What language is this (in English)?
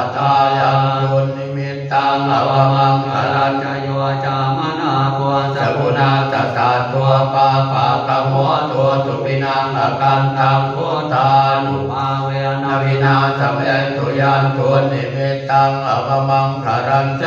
Pali